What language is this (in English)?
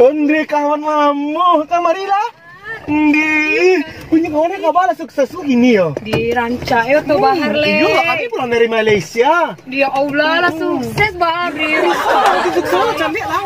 Minangkabau